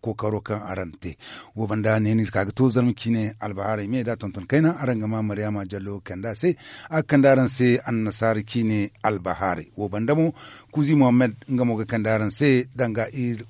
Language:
Zarma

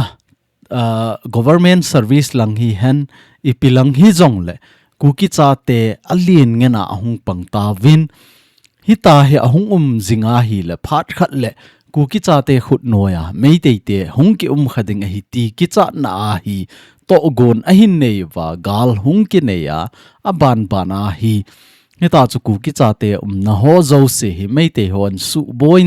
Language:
Thado Chin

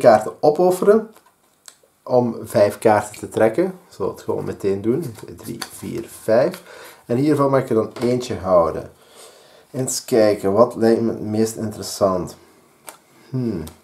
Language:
Dutch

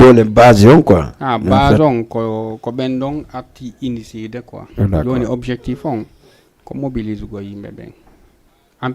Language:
Fula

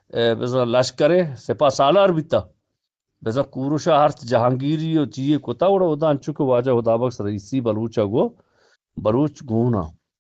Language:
Eastern Balochi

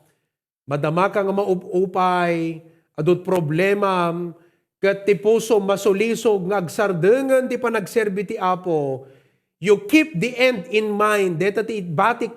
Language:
Iloko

